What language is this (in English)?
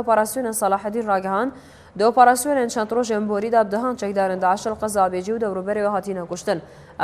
Kurdish